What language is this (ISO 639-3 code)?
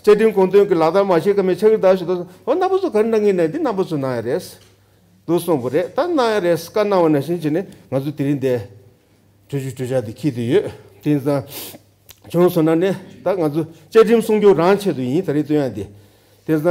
bod